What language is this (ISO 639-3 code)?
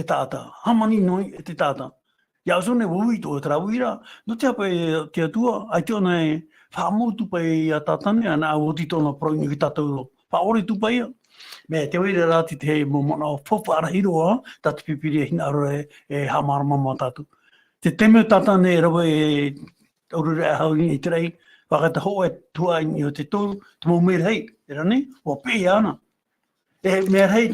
tah